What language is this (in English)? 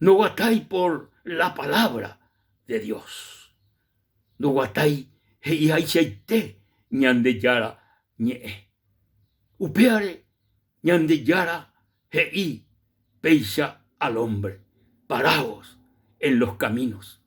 Guarani